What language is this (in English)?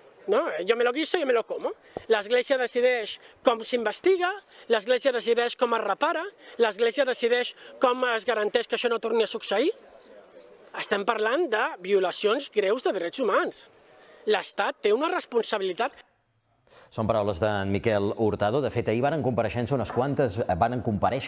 Catalan